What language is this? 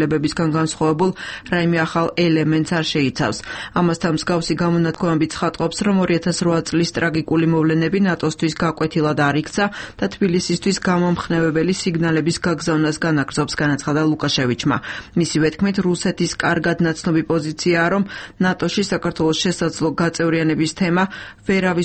Georgian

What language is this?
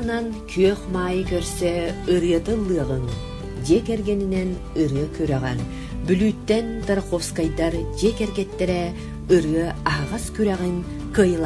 Yakut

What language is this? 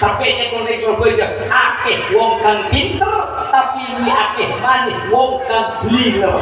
Madurese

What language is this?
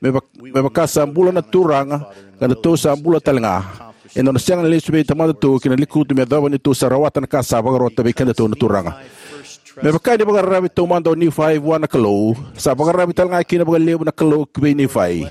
Fijian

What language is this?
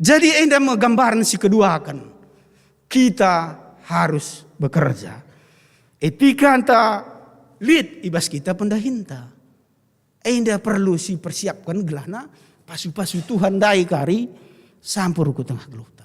Batak Karo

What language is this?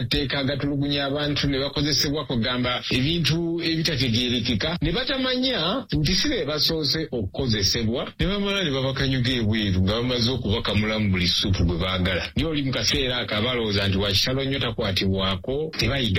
Ganda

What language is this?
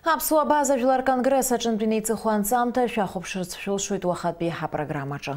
Abkhazian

